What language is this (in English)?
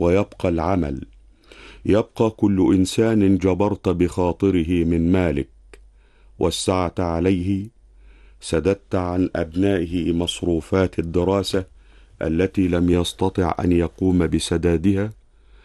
Arabic